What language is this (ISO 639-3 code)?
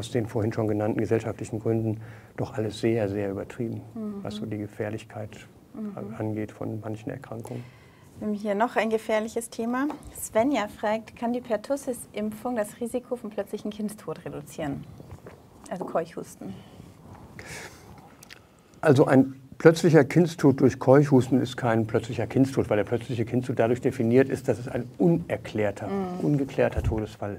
deu